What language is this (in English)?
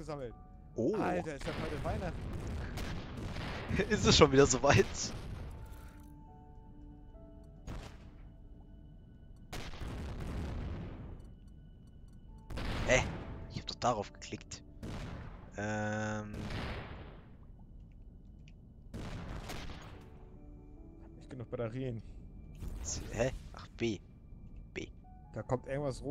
German